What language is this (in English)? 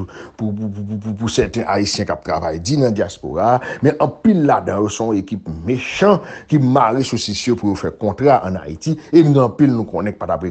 Haitian Creole